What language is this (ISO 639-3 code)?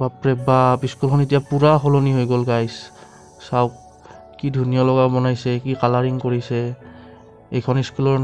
asm